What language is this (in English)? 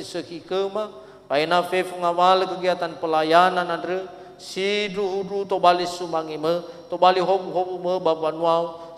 Nias